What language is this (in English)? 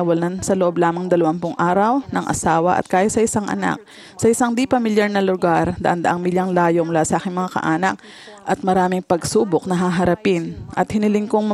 Filipino